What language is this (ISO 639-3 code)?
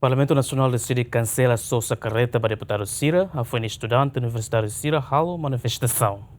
tet